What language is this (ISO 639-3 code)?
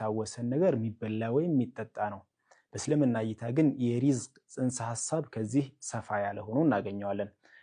amh